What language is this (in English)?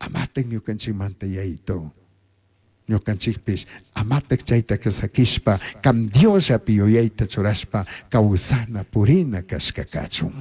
Chimborazo Highland Quichua